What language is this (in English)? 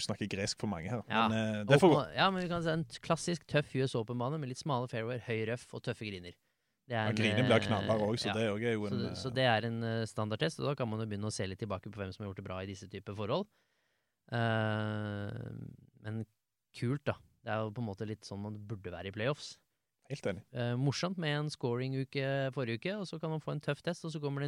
Norwegian